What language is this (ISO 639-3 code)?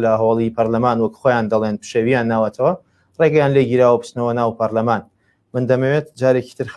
ckb